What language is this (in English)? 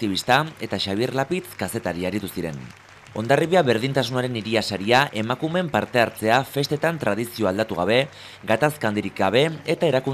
Basque